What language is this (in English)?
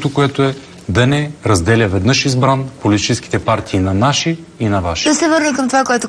Bulgarian